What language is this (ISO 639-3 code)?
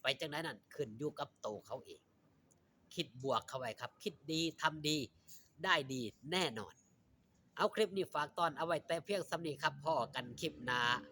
lao